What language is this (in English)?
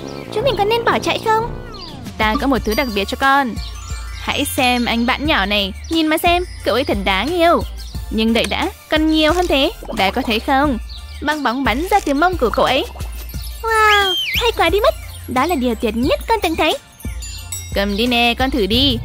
Vietnamese